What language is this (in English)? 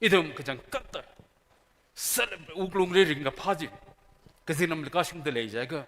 Tangkhul Naga (India)